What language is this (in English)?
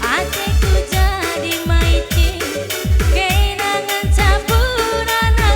Batak Karo